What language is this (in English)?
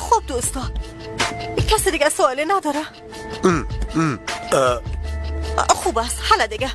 Persian